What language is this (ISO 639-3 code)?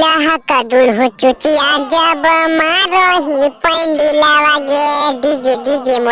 mag